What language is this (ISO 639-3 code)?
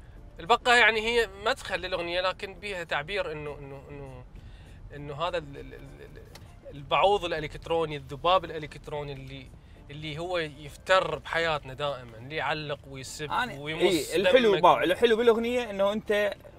acm